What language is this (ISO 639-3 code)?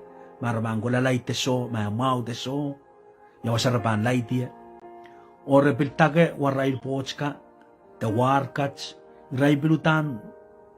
pon